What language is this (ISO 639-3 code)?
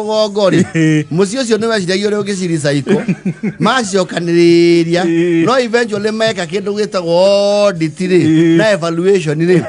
kik